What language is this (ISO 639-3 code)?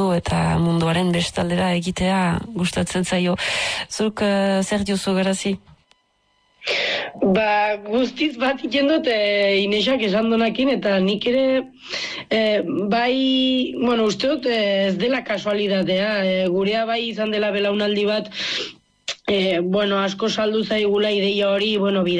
eus